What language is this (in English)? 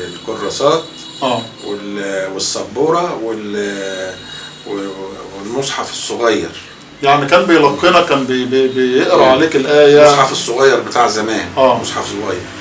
Egyptian Arabic